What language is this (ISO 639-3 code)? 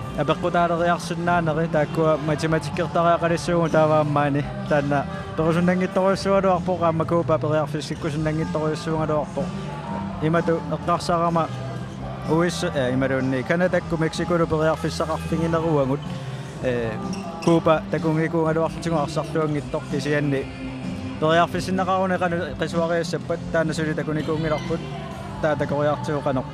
kal